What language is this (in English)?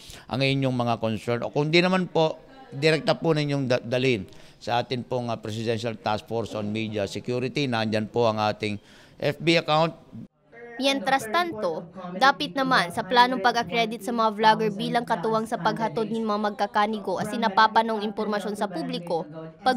Bikol